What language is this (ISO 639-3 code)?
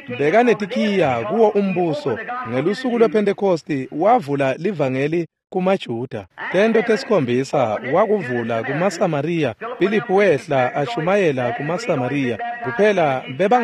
ssw